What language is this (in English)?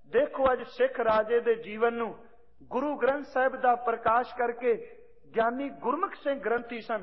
Punjabi